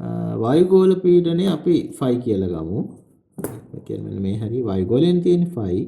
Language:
Sinhala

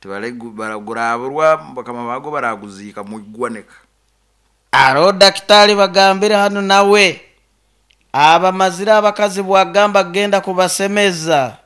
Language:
Nyoro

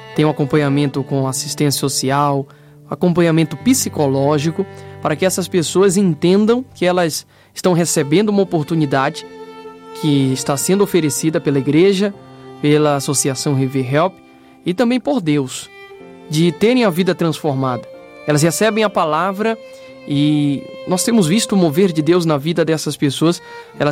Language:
Portuguese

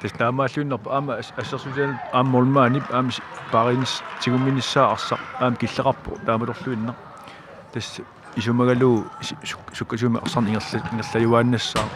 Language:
Kalaallisut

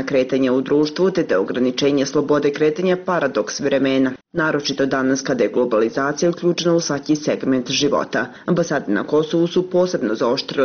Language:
Bosnian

